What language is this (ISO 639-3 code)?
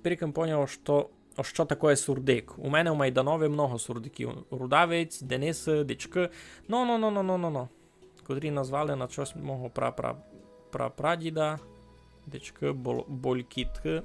rue